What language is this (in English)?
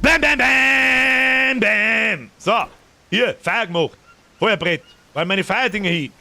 Bavarian